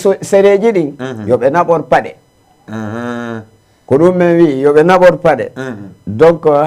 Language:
Fula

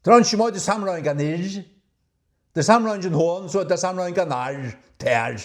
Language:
Faroese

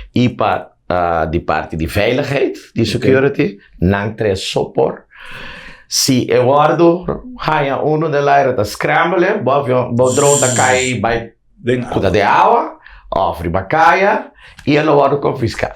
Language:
Papiamento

